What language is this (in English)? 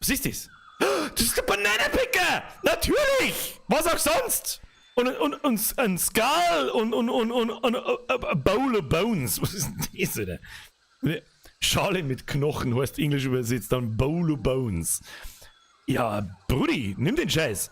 Bavarian